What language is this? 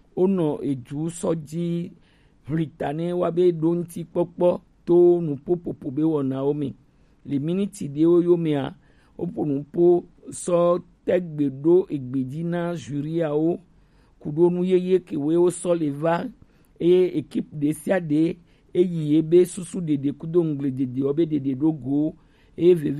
Gen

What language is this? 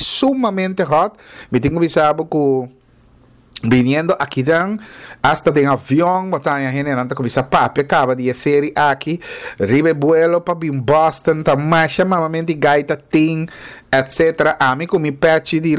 Papiamento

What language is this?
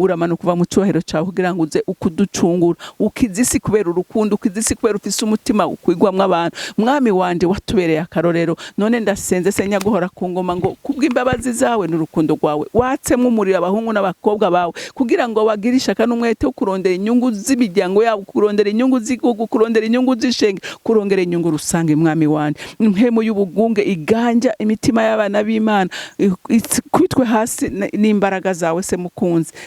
Rundi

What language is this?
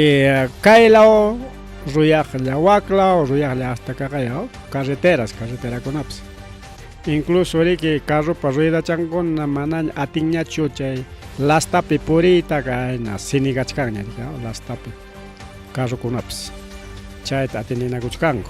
Ayacucho Quechua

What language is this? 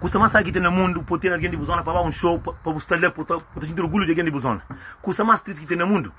Kabuverdianu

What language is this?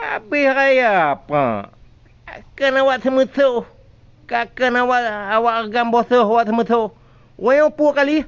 Achinese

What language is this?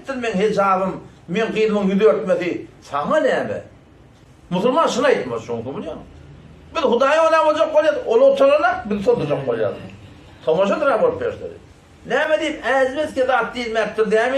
Turkmen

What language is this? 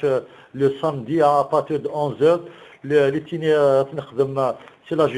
Kabyle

